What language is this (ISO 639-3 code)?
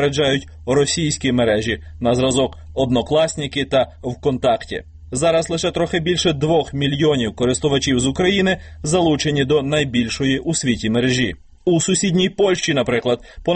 ukr